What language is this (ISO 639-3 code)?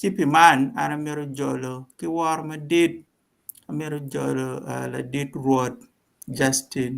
ach